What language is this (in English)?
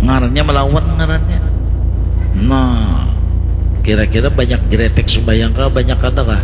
Banjar